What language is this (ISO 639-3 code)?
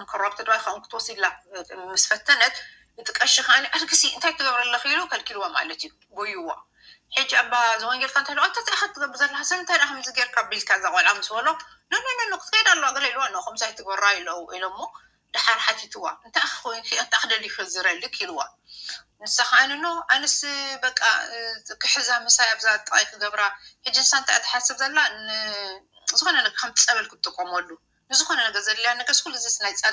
tir